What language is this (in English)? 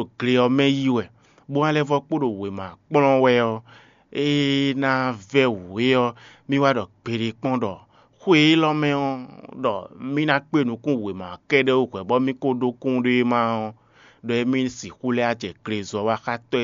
Fon